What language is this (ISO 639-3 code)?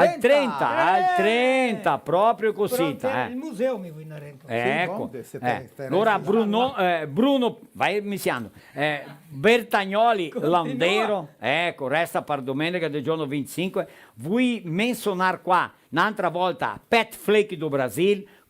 vec